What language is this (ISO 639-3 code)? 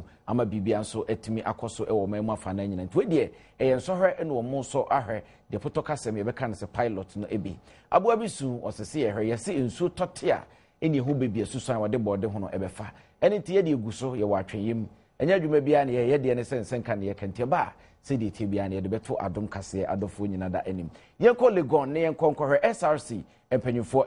aka